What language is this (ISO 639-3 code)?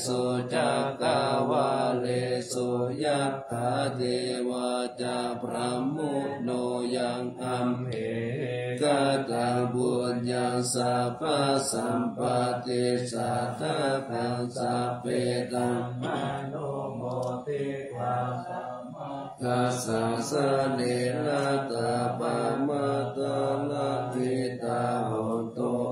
pli